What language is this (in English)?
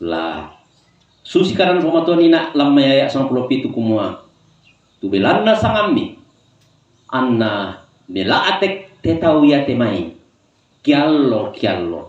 Toraja-Sa'dan